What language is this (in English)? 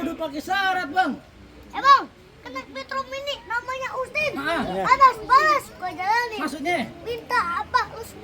Betawi